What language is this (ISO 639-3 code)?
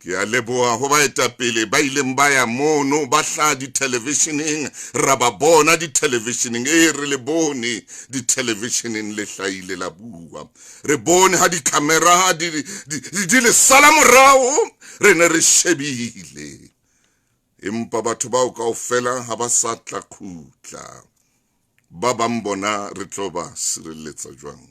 sot